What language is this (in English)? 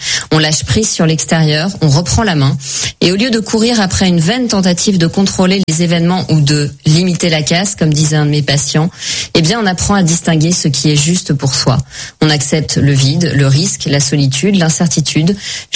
French